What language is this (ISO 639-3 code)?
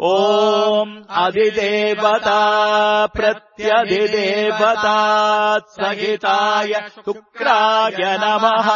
san